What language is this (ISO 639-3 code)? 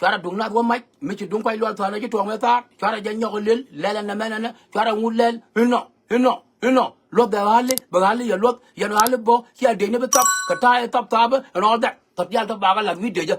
nus